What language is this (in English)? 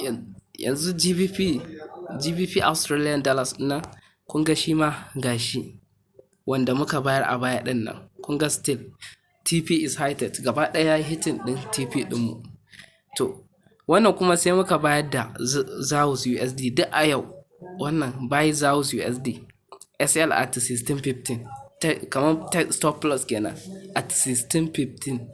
Hausa